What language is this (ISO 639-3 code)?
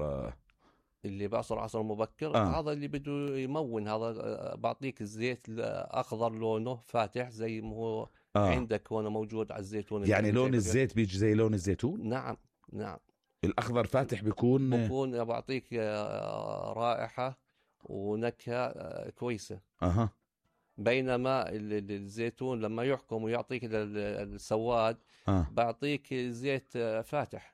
apc